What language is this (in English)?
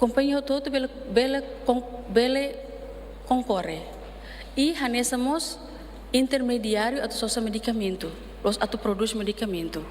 Tetum